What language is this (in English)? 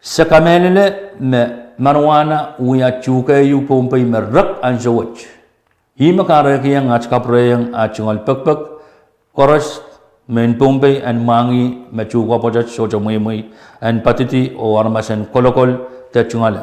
Pohnpeian